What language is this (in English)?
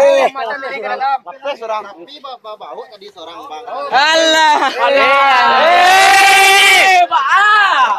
Minangkabau